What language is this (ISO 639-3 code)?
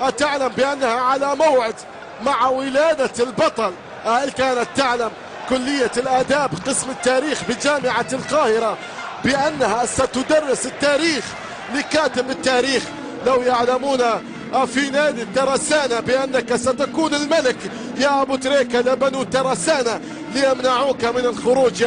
arz